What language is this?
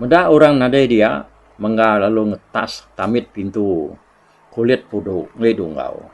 Iban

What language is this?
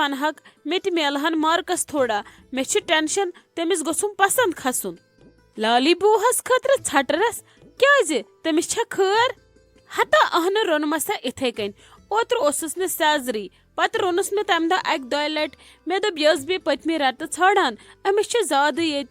Kashmiri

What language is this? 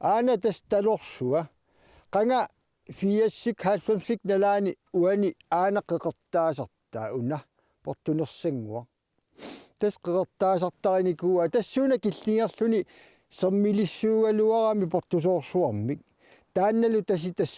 Kalaallisut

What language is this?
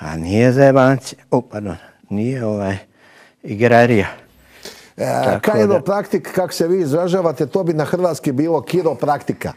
Croatian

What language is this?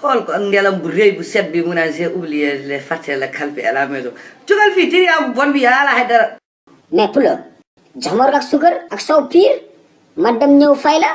Wolof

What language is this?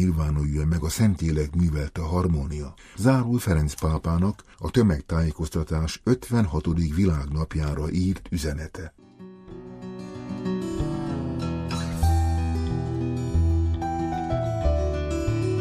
Hungarian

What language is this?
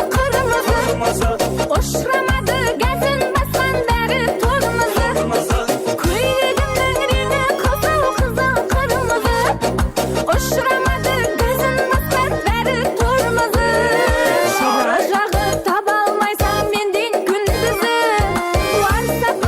Kara-Kalpak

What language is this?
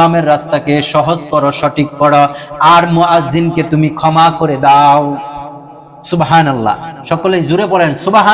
Bangla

